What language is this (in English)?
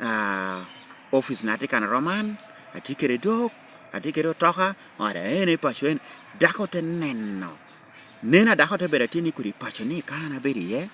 Lango (Uganda)